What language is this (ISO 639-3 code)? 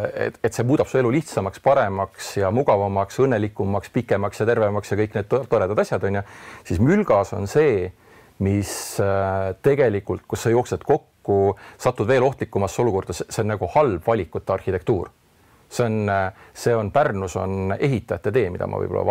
est